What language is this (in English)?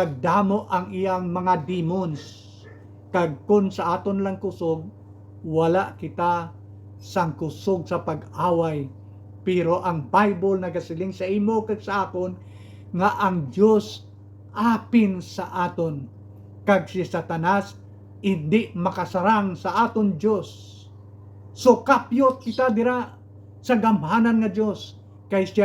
Hiligaynon